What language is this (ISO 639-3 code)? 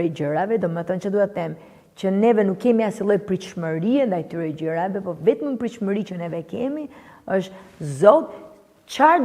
sqi